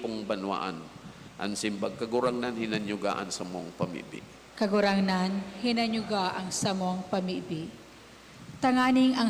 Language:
Bikol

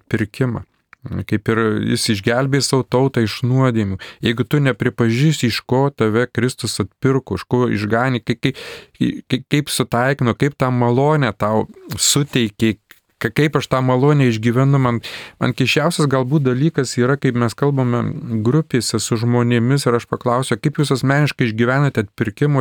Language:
Lithuanian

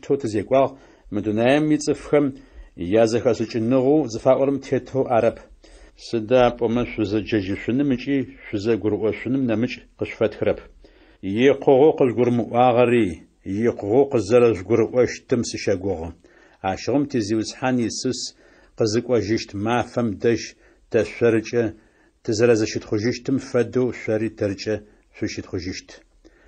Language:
Adyghe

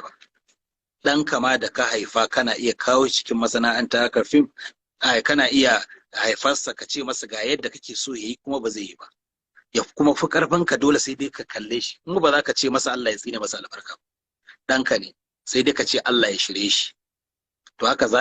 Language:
Hausa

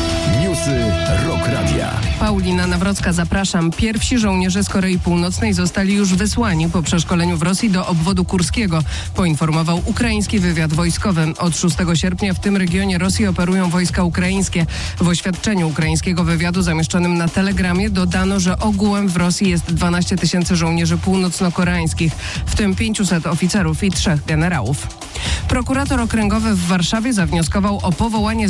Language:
Polish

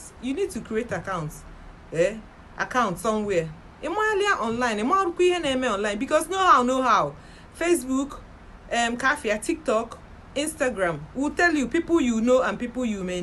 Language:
Igbo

